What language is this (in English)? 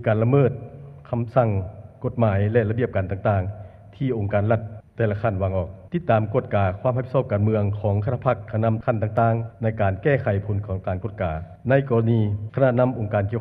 Lao